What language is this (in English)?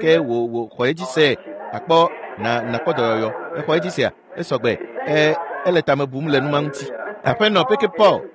Ewe